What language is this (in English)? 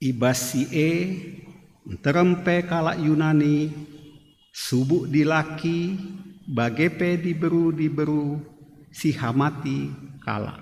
Batak Karo